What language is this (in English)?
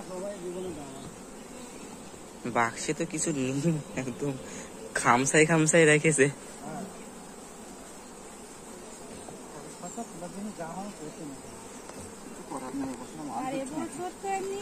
Bangla